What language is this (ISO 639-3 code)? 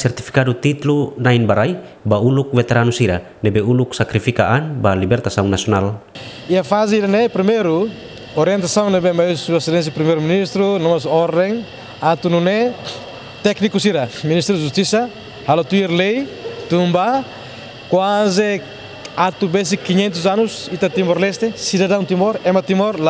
tet